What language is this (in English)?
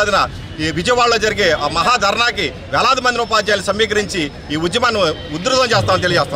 Telugu